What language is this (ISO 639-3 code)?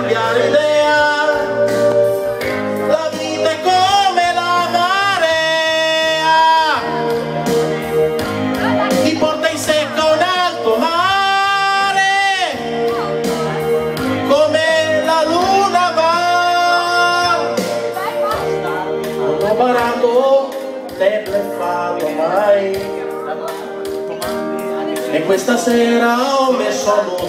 ita